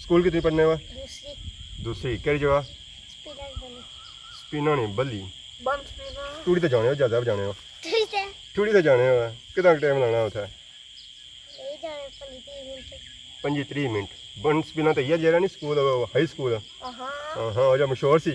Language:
Pahari-Potwari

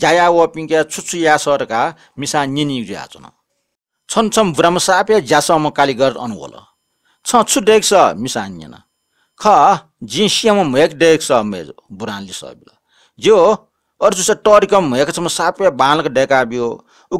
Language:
Newari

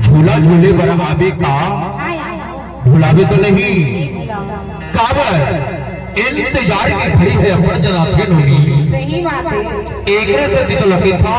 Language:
Chhattisgarhi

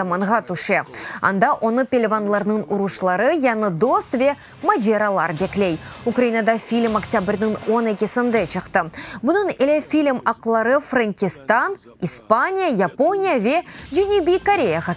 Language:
Crimean Tatar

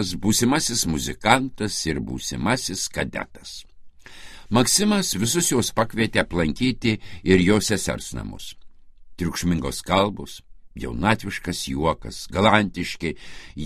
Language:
Lithuanian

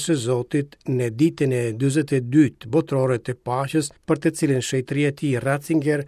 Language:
Albanian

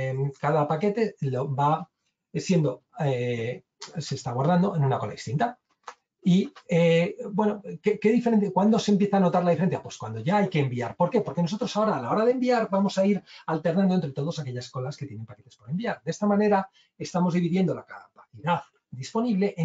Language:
Spanish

